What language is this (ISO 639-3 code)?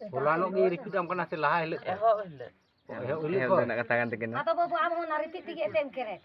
sat